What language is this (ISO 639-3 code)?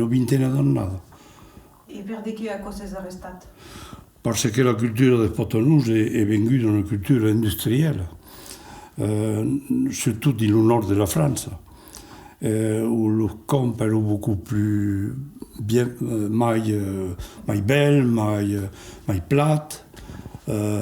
oci